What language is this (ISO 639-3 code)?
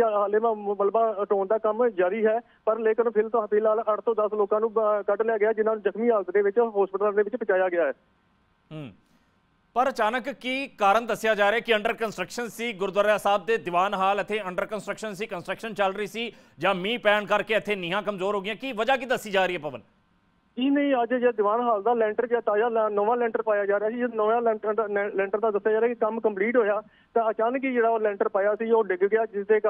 pan